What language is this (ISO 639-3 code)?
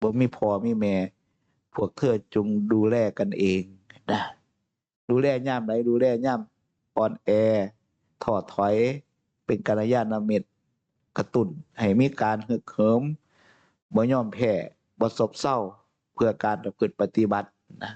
tts